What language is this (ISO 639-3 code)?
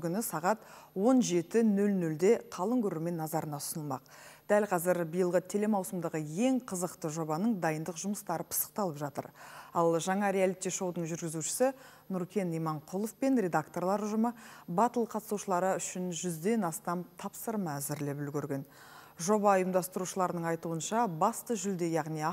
kaz